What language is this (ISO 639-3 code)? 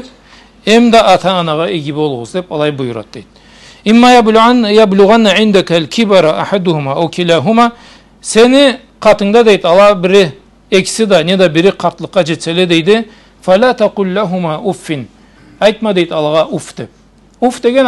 krc